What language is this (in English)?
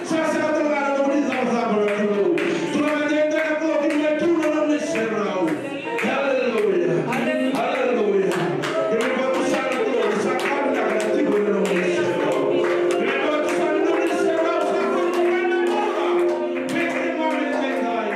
Fijian